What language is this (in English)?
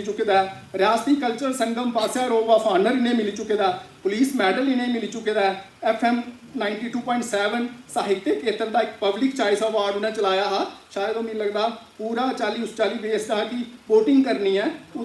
Dogri